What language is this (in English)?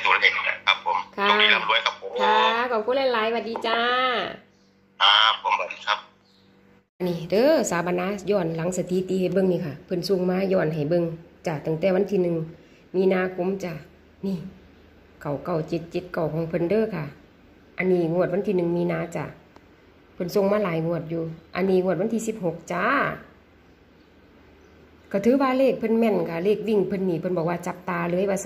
Northeastern Thai